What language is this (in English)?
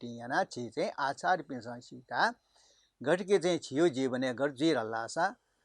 Newari